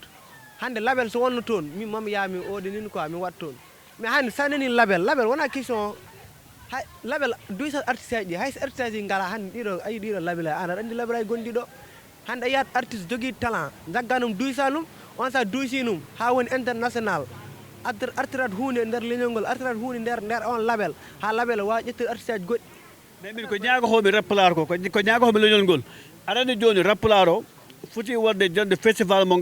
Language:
Fula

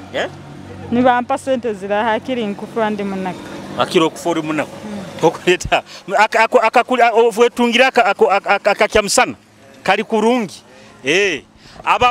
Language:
Nyoro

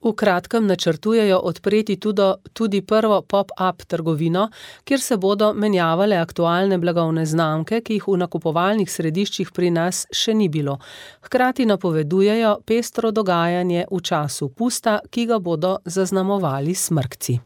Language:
Slovenian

